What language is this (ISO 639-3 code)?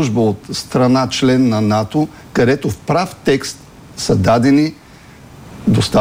bul